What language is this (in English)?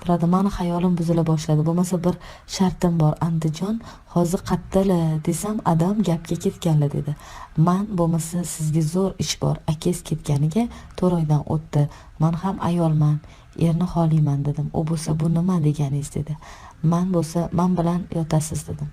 Uzbek